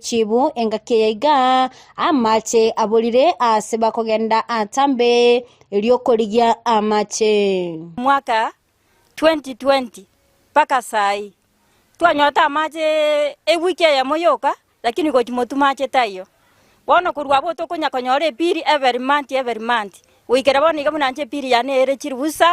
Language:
Gusii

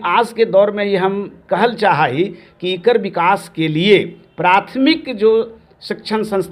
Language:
Magahi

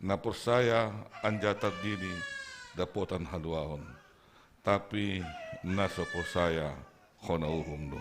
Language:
Batak Simalungun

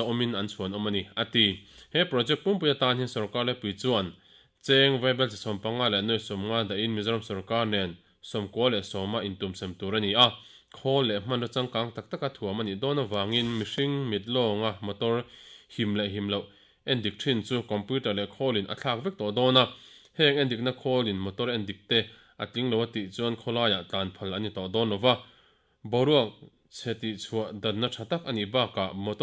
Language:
Mizo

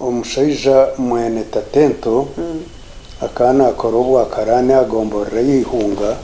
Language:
Nyankole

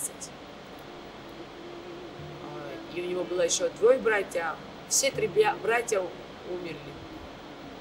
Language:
Russian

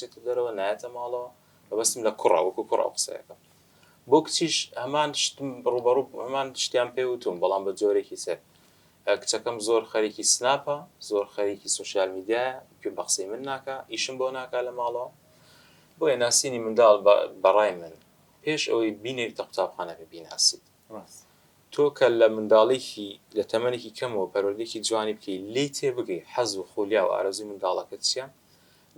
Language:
Central Kurdish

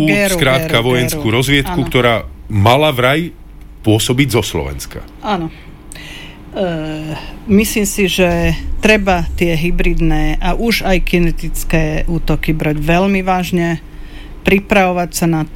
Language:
Slovak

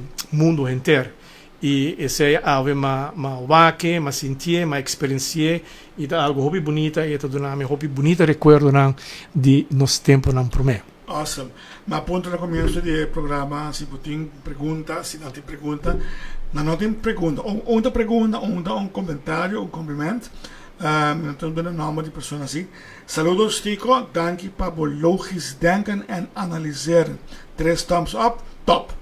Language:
Papiamento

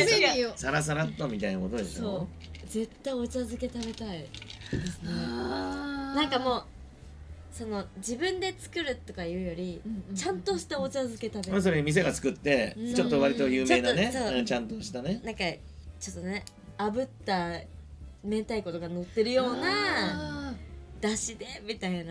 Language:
Japanese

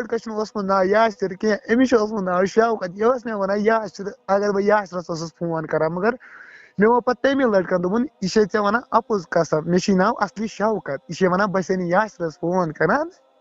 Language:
Kashmiri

